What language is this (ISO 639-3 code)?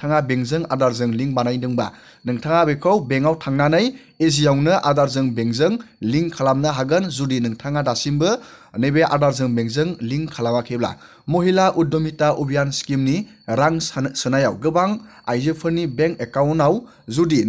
brx